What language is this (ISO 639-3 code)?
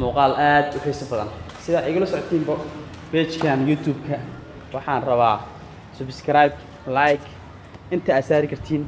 som